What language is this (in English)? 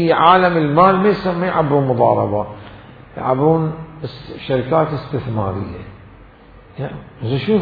Mesopotamian Arabic